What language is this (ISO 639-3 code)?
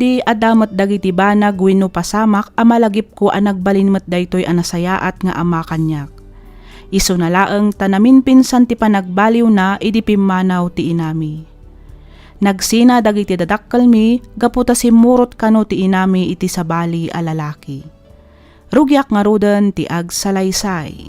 ilo